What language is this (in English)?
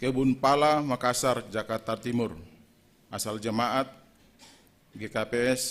Batak Simalungun